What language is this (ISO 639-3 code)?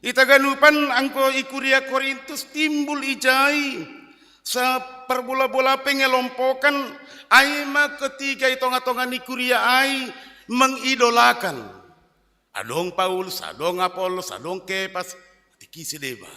bts